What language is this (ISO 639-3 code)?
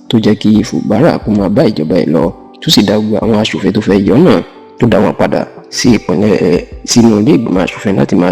yor